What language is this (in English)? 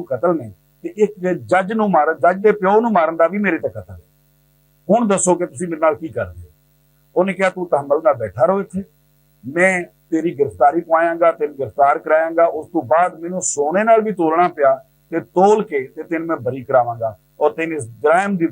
Western Panjabi